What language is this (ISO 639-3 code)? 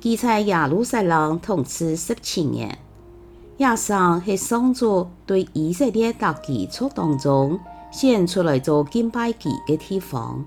hak